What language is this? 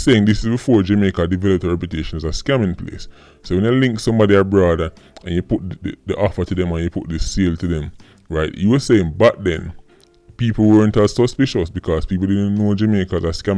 Jamaican Creole English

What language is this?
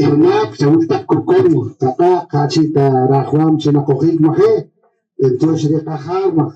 Poqomchi'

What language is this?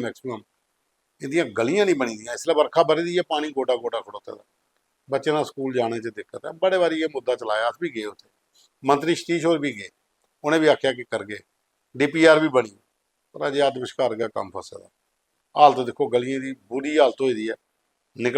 Dogri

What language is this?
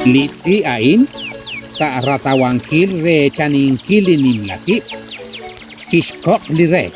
Kekchí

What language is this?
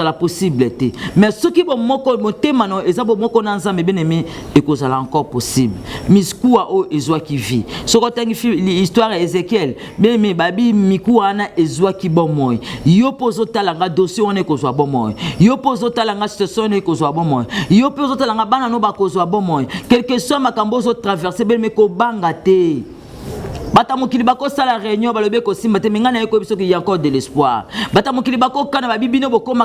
Lingala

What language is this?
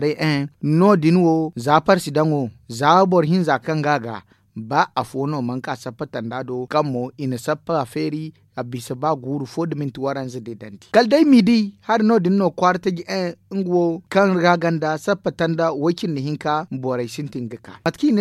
Zarma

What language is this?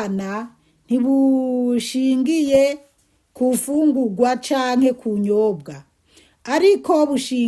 Rundi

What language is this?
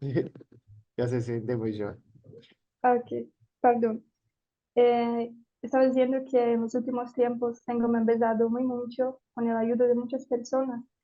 Ladino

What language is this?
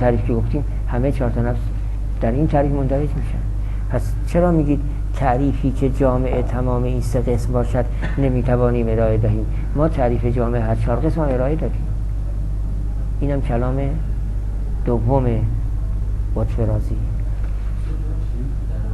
Persian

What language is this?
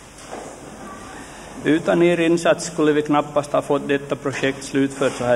Swedish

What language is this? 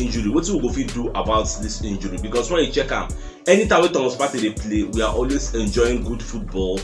Nigerian Pidgin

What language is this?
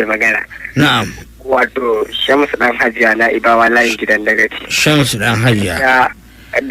Hausa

